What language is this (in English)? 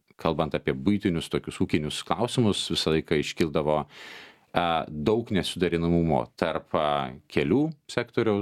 Lithuanian